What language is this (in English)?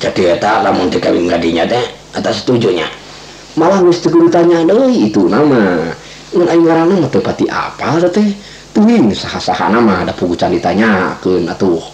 Sundanese